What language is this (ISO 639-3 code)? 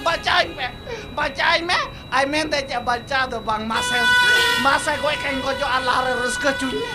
sat